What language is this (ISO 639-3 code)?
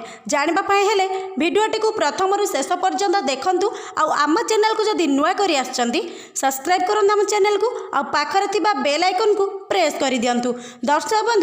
ori